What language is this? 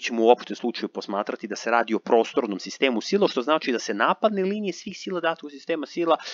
Serbian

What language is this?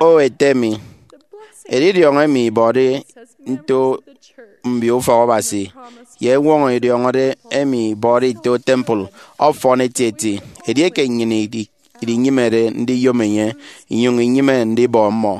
Efik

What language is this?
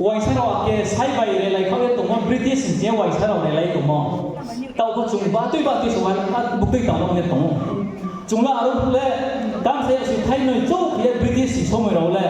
Riang (India)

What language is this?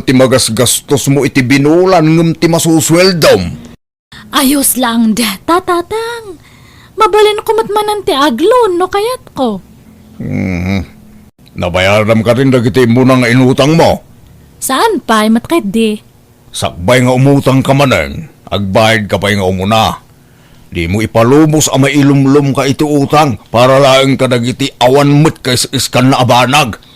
Iloko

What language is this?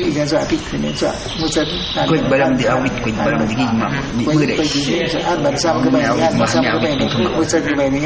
Awa-Cuaiquer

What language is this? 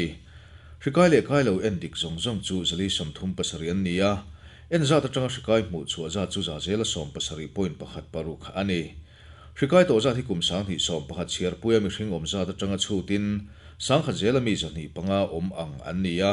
Mizo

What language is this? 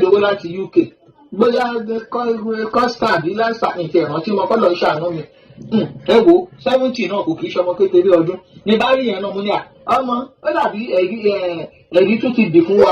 Yoruba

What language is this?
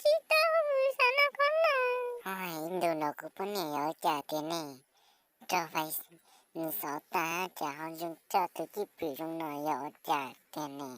Hmong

